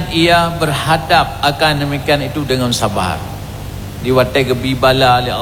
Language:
Achinese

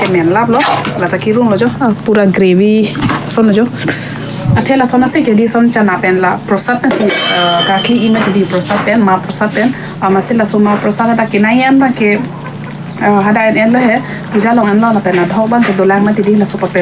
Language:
Karbi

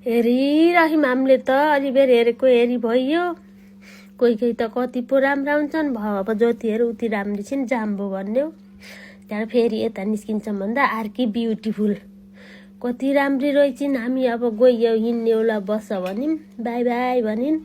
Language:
Nepali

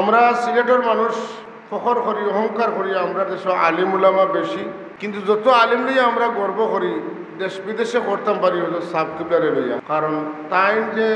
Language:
Sylheti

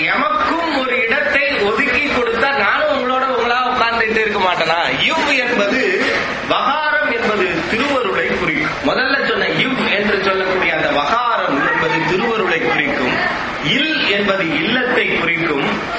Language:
Tamil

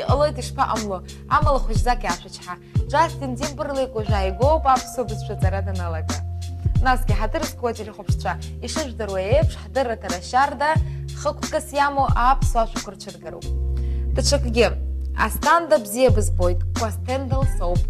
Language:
Abkhazian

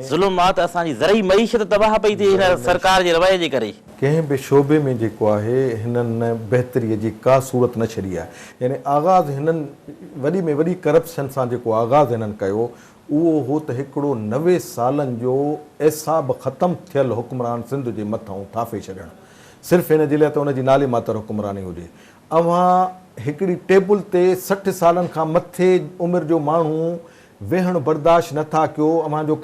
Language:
Sindhi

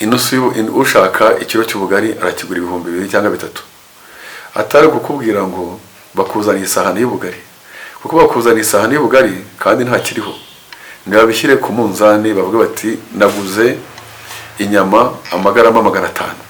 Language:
Kinyarwanda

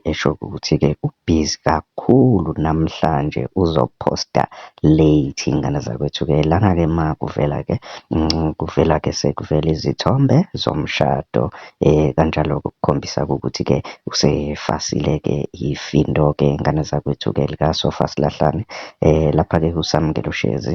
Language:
Zulu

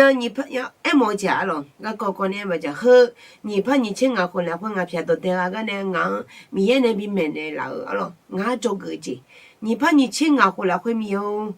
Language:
Akha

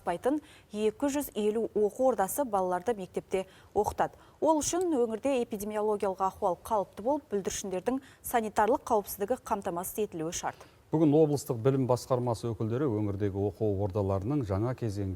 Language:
Kazakh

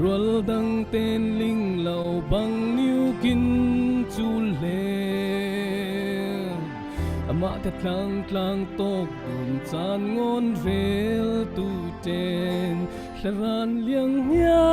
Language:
Falam Chin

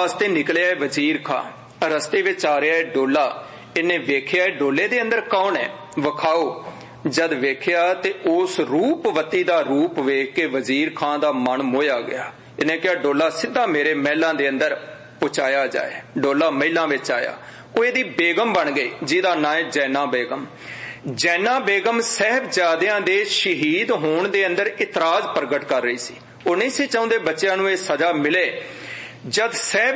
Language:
Punjabi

